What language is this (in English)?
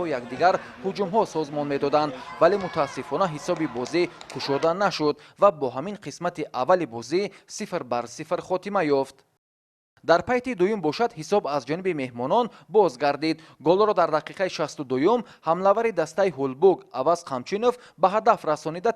Tajik